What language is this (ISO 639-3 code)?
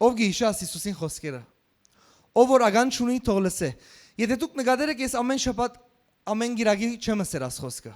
hyw